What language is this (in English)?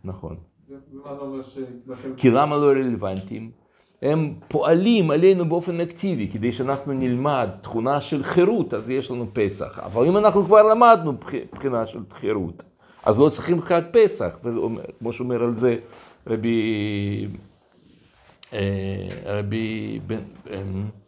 Hebrew